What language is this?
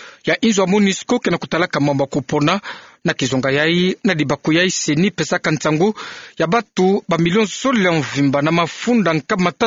Kituba (Democratic Republic of Congo)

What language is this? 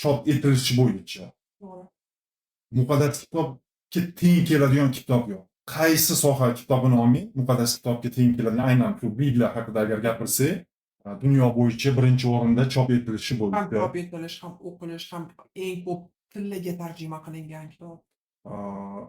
Uzbek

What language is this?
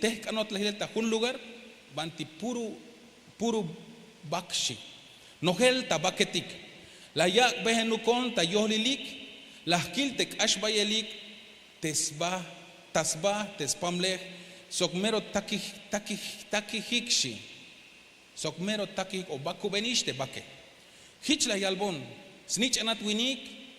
Tzeltal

